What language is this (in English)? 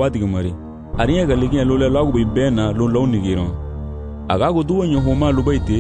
Garifuna